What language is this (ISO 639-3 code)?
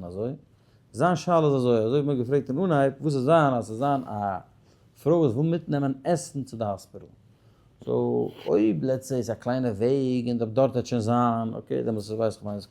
yid